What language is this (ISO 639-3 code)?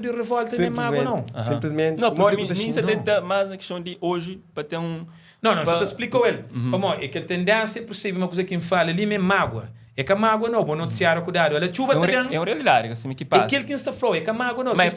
kea